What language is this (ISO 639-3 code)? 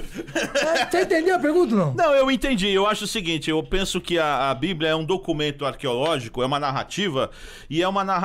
por